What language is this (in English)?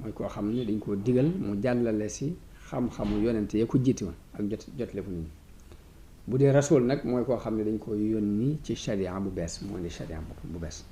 Wolof